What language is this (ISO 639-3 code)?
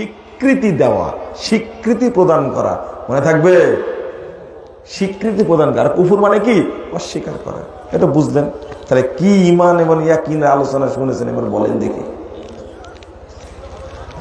ben